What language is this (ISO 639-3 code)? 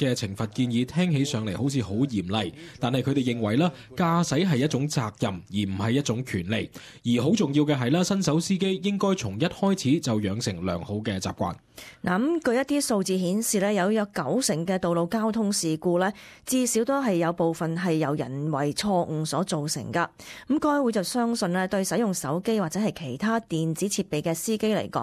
yue